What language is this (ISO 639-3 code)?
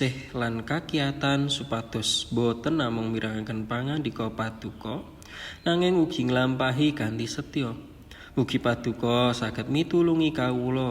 jav